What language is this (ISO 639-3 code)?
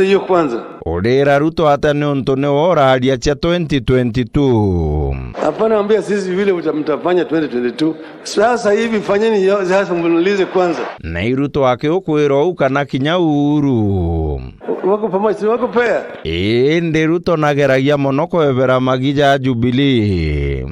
mer